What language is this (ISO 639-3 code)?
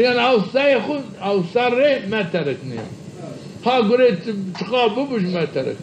zza